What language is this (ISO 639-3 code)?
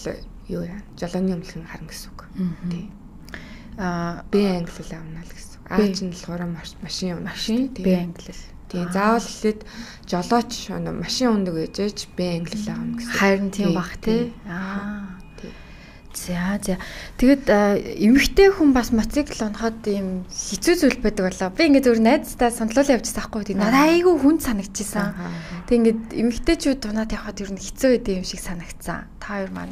mon